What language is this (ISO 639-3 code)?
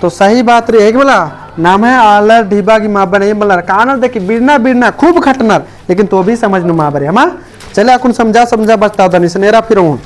kru